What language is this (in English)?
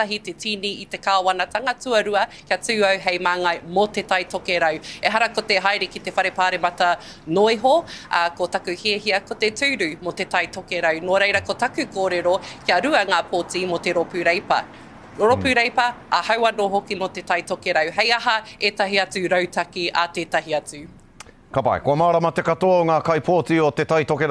Māori